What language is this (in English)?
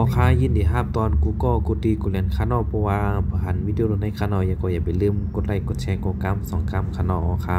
Shan